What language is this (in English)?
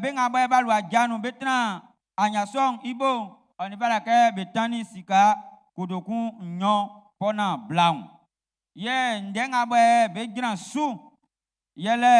Baoulé